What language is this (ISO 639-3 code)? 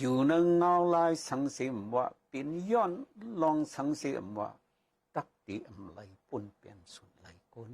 shn